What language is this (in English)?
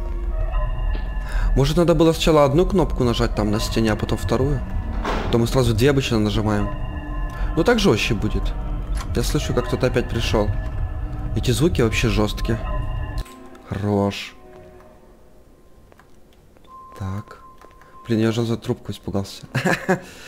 Russian